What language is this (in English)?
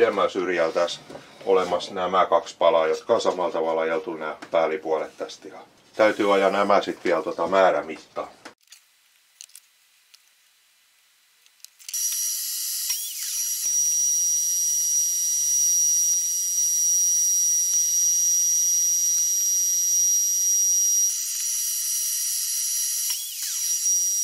Finnish